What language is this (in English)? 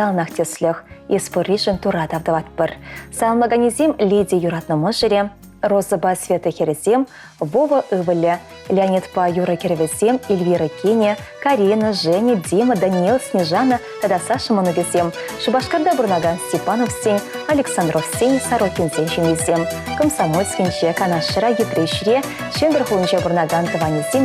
Chuvash